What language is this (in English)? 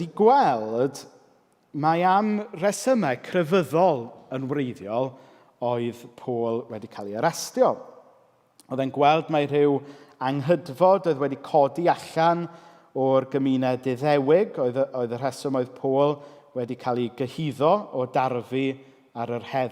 Welsh